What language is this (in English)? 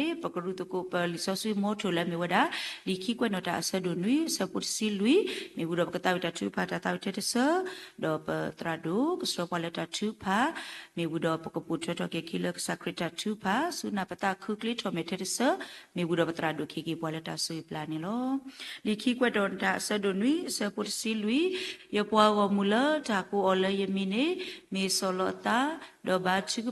S'gaw Karen